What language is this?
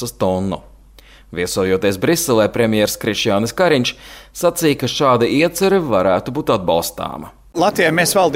Latvian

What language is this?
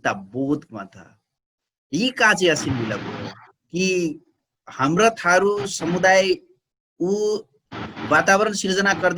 Dangaura Tharu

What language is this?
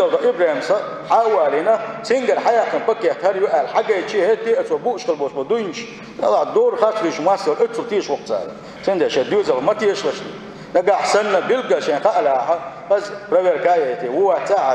Chechen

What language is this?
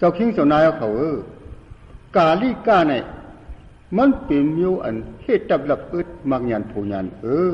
Shan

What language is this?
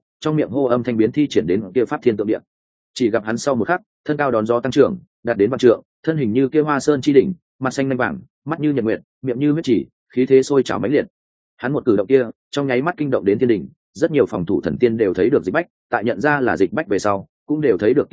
Vietnamese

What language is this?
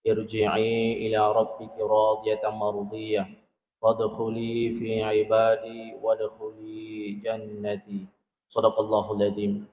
Buginese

